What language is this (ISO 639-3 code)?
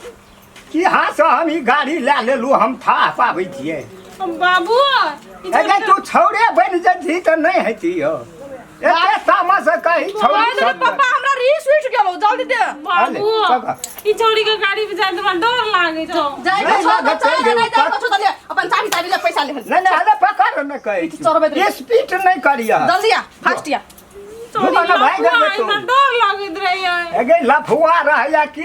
mai